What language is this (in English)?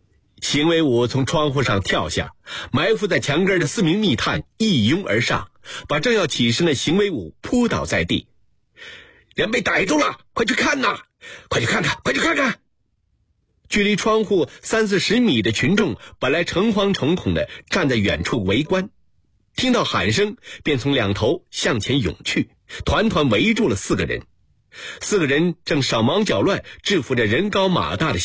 Chinese